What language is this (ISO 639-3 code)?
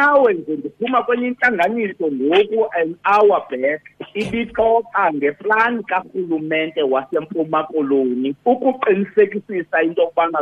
xho